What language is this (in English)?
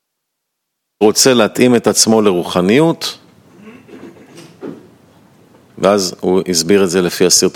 Hebrew